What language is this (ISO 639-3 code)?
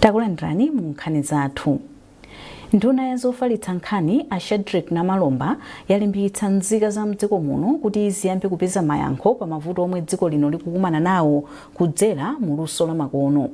nya